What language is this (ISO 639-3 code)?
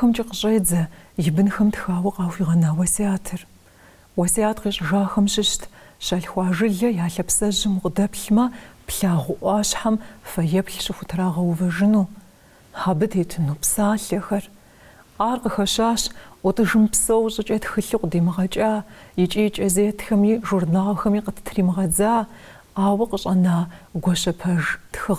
kbd